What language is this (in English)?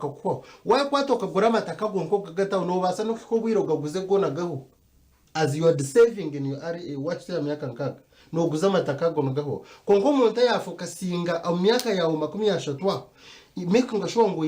Nyankole